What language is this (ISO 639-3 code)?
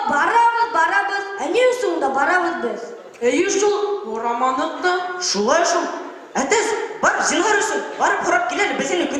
bak